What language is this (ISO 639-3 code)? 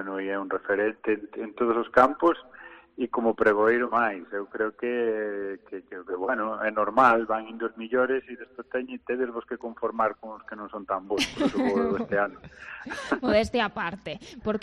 glg